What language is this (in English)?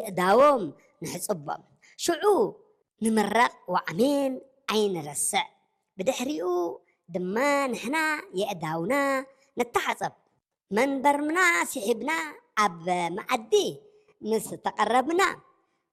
Tigrinya